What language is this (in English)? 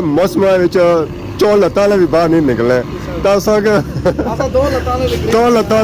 Pahari-Potwari